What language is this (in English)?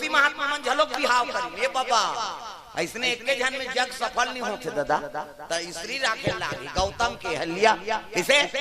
Chhattisgarhi